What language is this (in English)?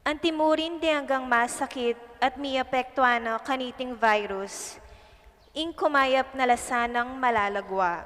Pampanga